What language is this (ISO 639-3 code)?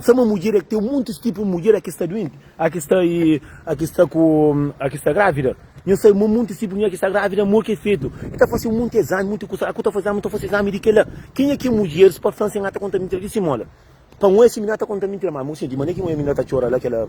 kea